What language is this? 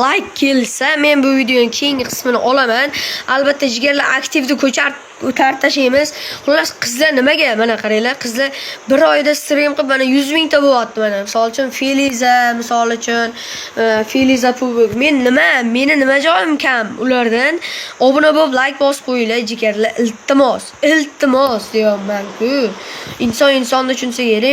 Uzbek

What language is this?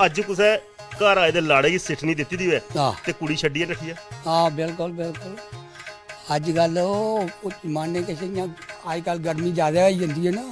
Dogri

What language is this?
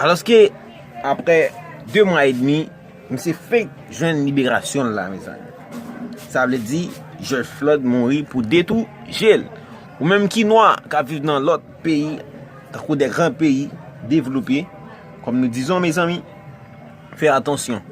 Haitian Creole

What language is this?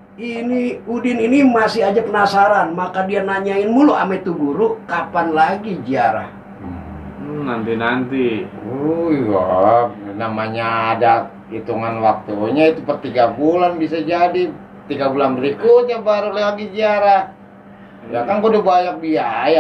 Betawi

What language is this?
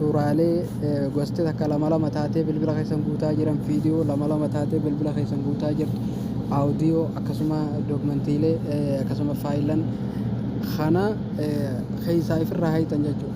Oromo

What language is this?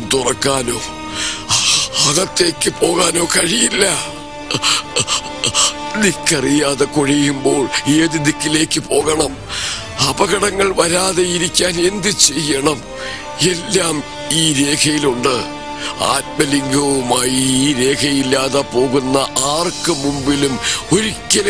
Malayalam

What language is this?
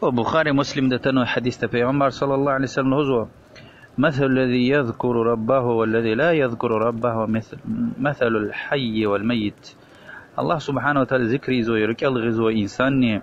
Lezghian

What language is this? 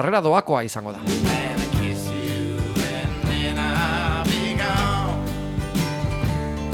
Basque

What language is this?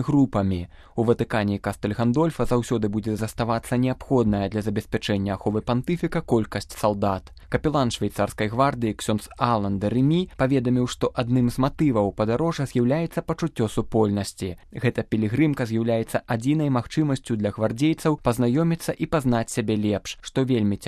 Belarusian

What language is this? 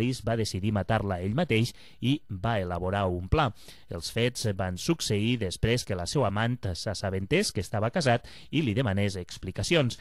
Catalan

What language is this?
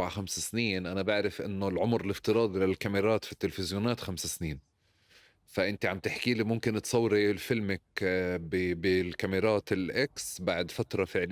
North Levantine Arabic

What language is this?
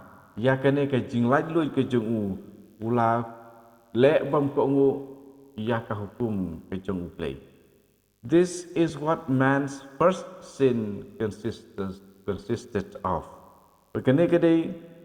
Khasi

